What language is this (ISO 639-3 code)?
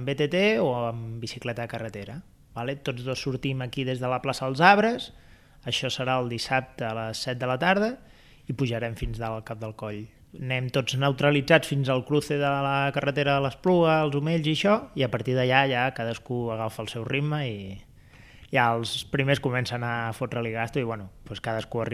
cat